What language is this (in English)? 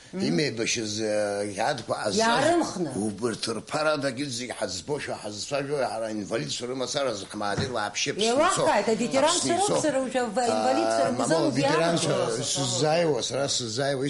Abkhazian